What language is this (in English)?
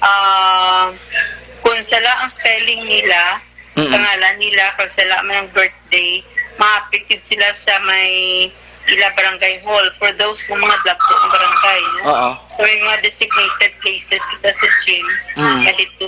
Hiligaynon